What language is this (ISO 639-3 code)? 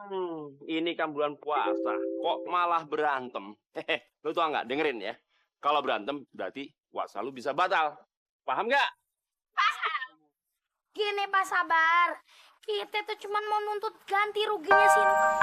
bew